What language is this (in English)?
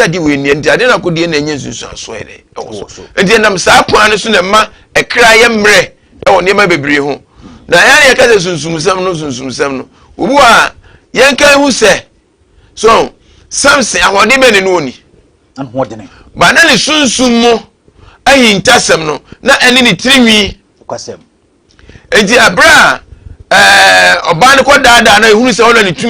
Akan